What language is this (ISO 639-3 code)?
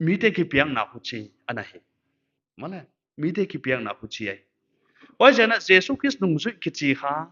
pck